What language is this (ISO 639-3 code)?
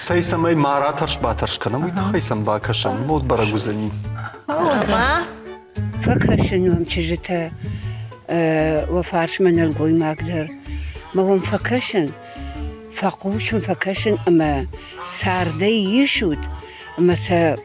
oss